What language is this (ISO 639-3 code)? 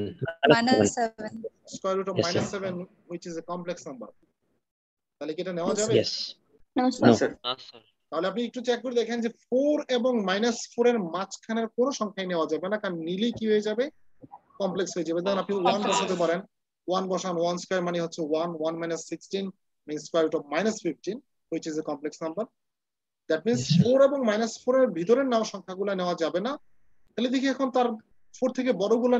ben